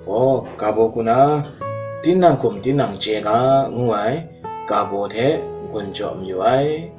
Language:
Kachin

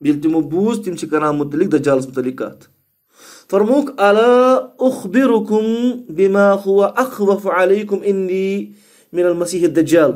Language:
Kashmiri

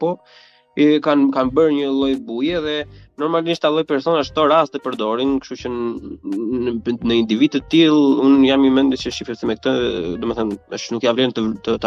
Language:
Albanian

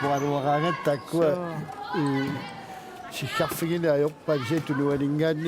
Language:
Kalaallisut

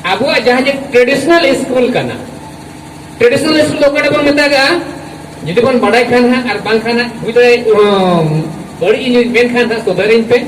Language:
Santali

